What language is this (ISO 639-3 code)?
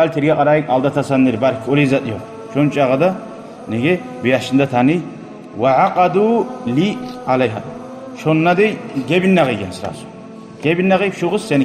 kum